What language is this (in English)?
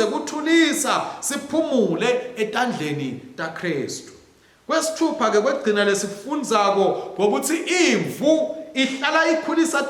Swati